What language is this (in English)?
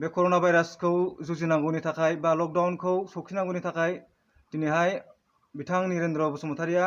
Bodo